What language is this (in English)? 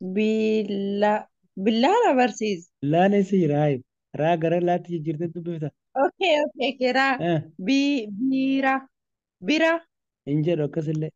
Oromo